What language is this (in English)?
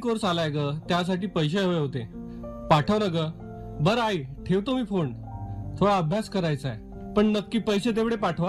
Marathi